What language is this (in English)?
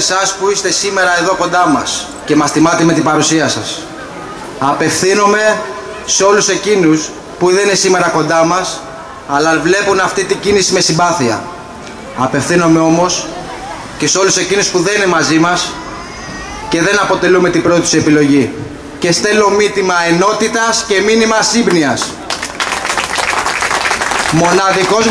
Greek